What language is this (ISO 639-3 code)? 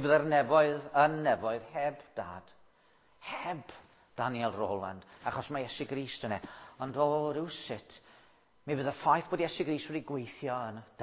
cym